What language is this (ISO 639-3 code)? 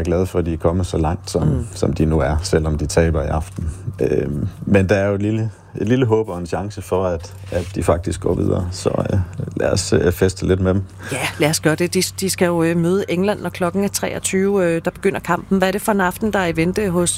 dan